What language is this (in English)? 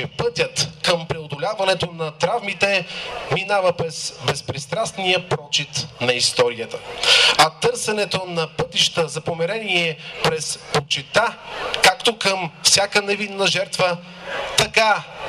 Bulgarian